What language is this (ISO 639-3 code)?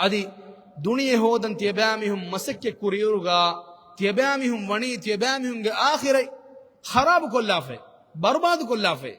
div